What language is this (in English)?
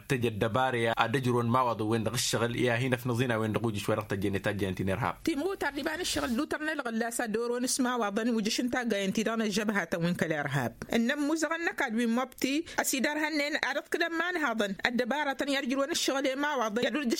Tamasheq